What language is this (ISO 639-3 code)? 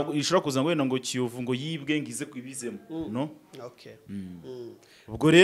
kin